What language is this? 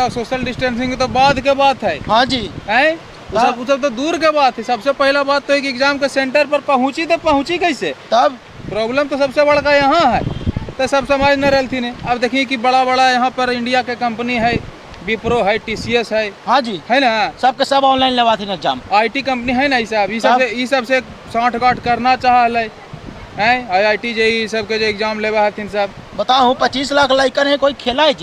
Magahi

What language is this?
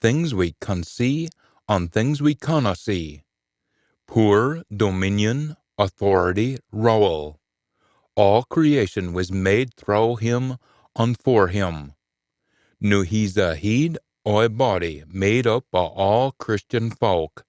Scots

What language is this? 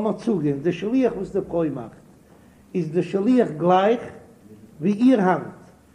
Yiddish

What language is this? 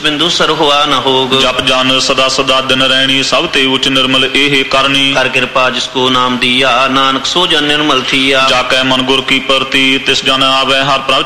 Punjabi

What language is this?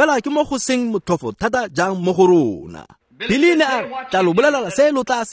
Tswana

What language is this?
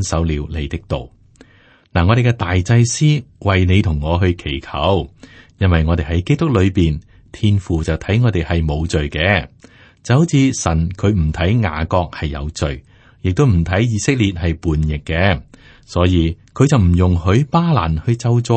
Cantonese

